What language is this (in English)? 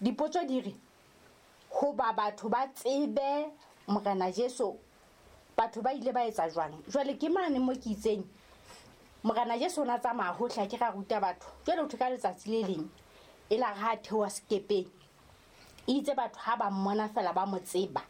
Southern Sotho